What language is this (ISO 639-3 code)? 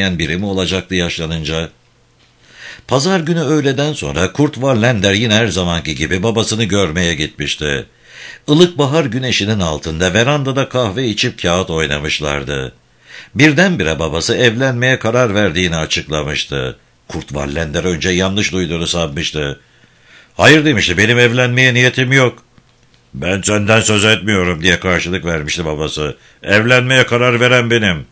tur